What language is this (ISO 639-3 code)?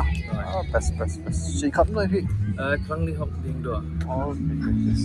kha